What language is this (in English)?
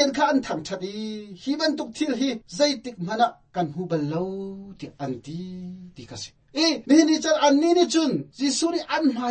Hakha Chin